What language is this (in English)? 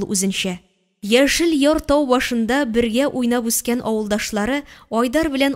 Tatar